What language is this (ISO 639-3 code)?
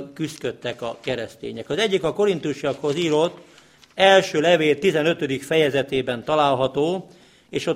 hun